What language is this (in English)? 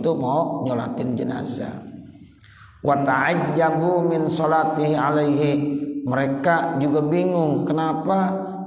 Indonesian